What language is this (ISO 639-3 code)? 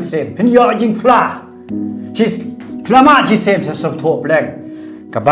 kha